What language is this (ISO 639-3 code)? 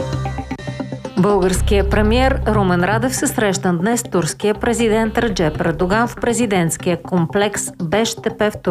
bul